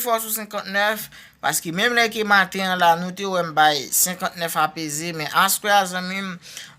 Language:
Haitian Creole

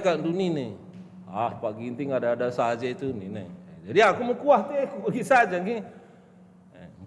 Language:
Batak Karo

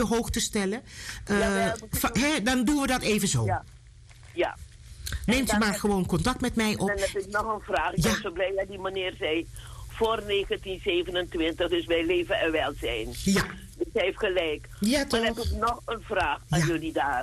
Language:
Dutch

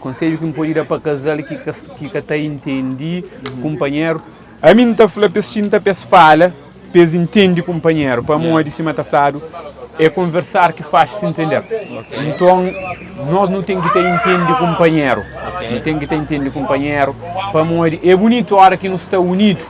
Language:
Kabuverdianu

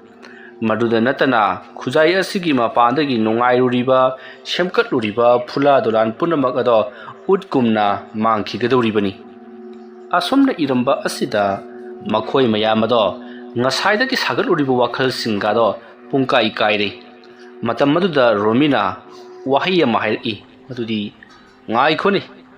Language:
Manipuri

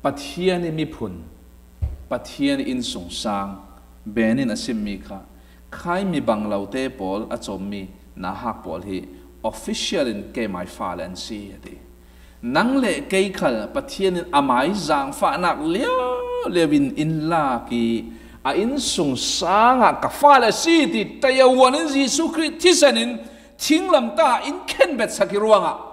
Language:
Falam Chin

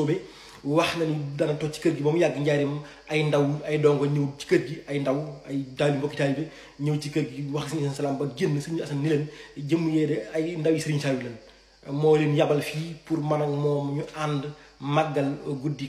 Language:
Wolof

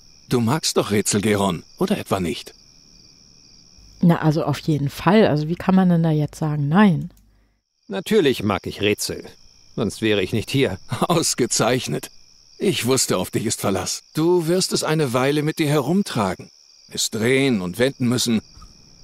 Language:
German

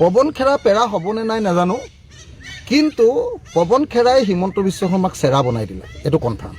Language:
Assamese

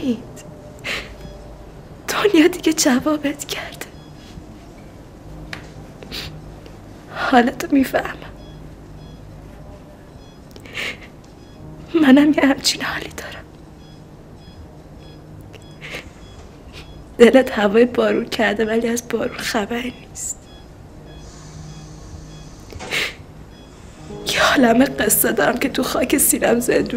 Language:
Persian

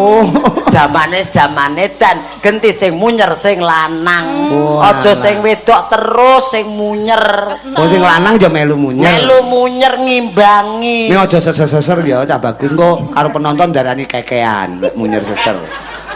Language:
Javanese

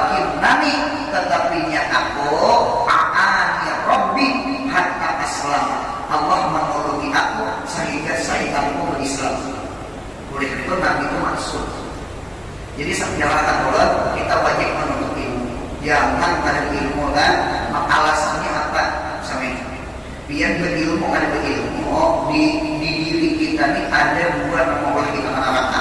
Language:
Banjar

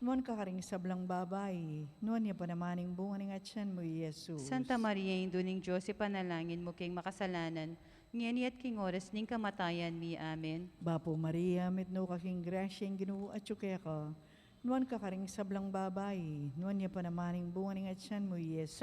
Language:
Pampanga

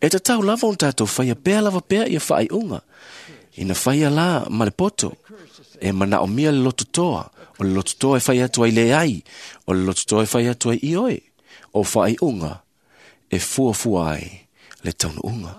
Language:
Samoan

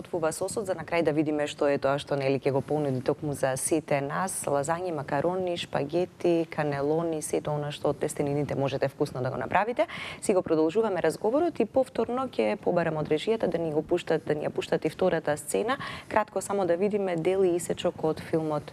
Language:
Macedonian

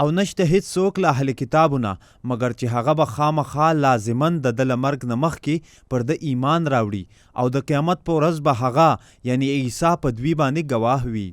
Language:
Pashto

